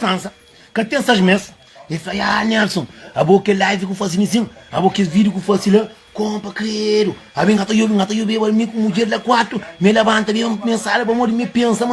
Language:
Kabuverdianu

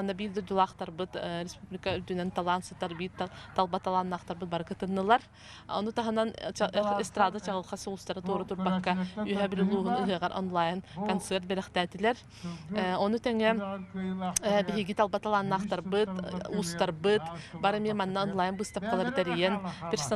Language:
Yakut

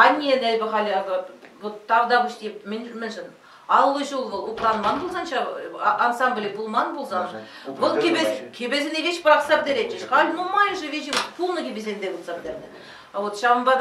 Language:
Chuvash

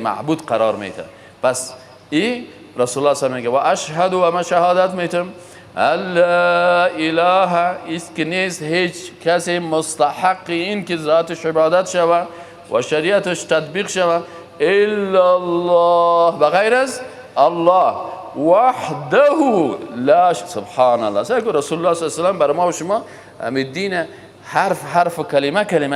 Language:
Persian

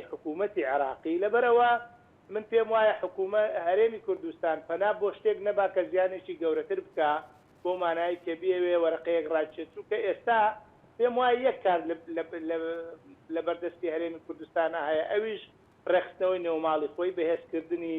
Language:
Central Kurdish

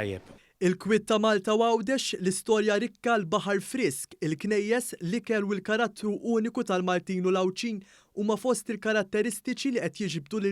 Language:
Maltese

